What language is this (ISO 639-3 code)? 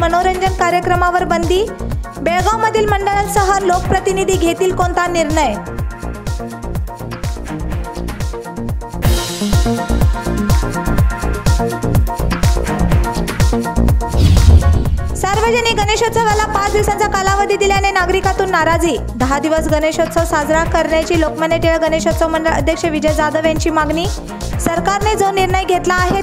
mar